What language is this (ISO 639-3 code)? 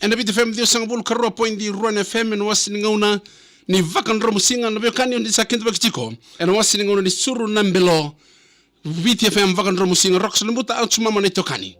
fij